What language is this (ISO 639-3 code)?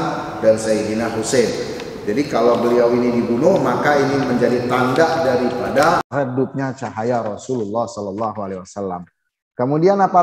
ind